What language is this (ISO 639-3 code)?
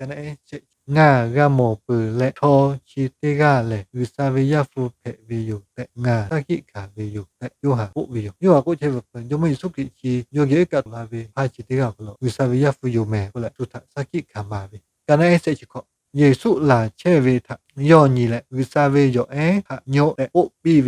lhu